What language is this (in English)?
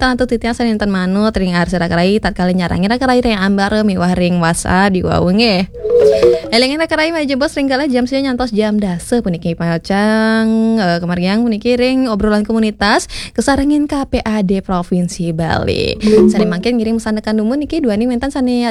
Balinese